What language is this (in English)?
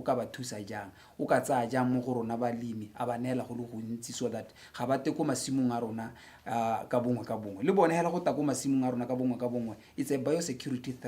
Tswana